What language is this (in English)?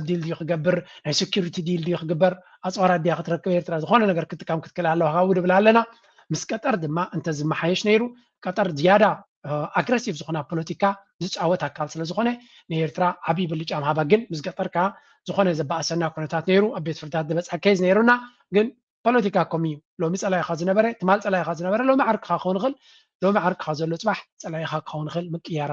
Tigrinya